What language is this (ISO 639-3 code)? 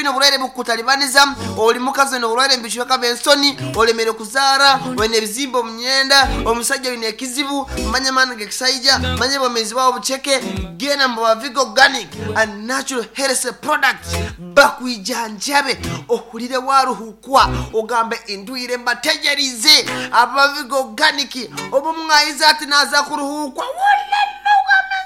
nyn